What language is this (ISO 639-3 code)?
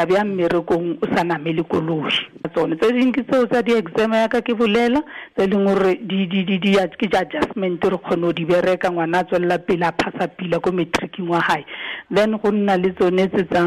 tsn